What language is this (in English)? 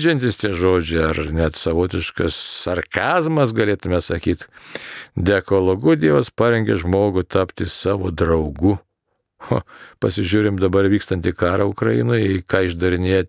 Lithuanian